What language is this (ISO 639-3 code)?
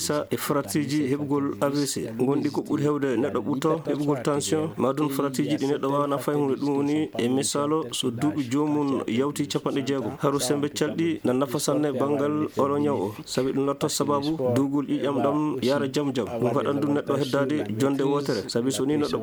ful